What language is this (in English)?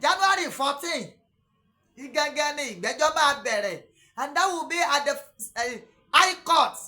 Yoruba